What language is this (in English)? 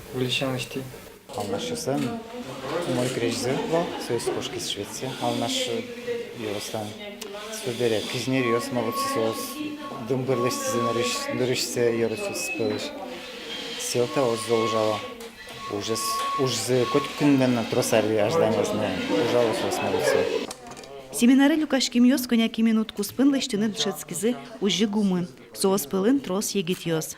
Udmurt